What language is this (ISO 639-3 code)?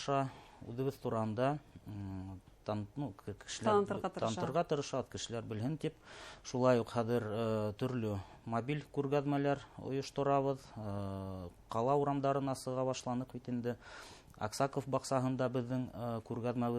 bak